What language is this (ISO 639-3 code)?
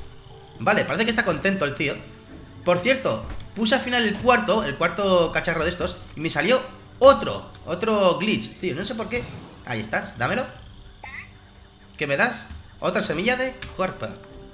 spa